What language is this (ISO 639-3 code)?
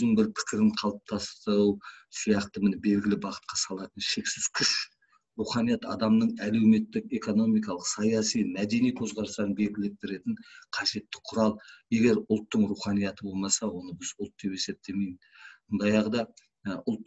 kaz